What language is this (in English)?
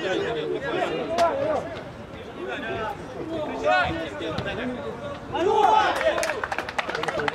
Russian